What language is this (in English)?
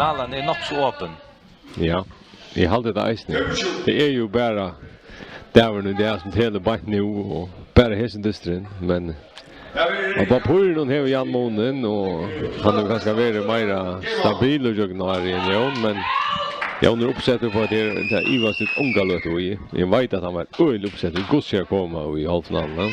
Faroese